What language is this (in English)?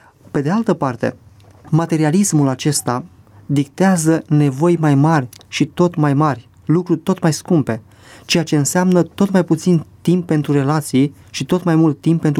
Romanian